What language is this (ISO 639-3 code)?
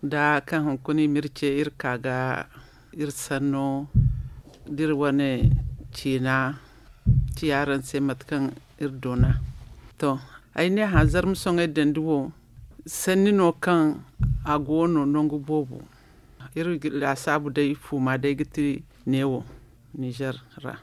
dje